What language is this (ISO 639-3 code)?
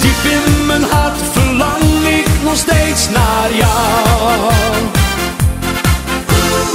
nld